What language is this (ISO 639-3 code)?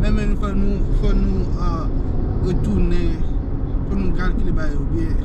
hat